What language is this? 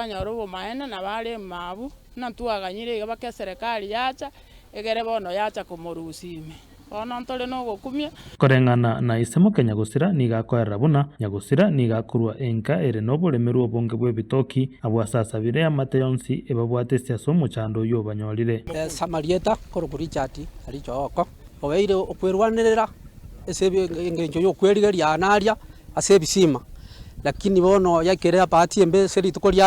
Gusii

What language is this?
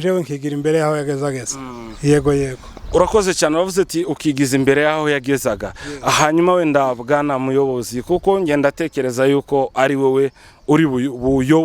Rundi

